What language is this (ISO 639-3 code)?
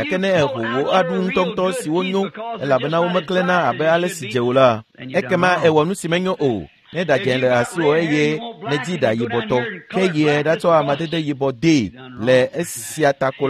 ewe